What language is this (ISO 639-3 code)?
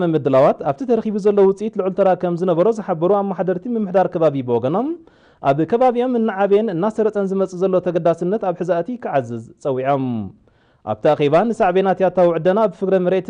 tir